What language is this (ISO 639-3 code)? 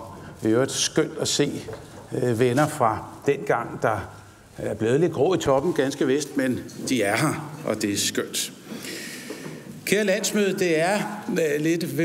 dan